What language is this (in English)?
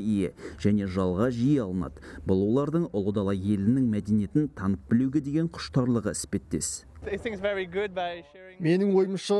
Kazakh